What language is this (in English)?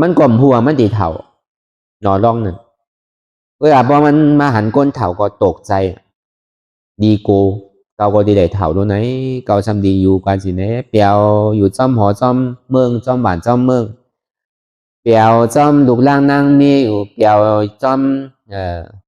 Shan